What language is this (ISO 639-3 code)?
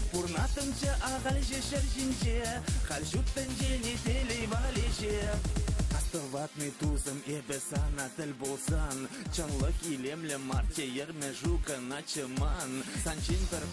chv